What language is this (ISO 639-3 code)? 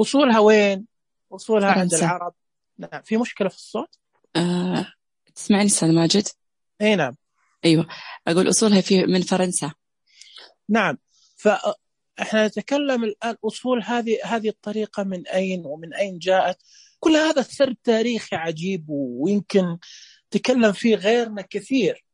ars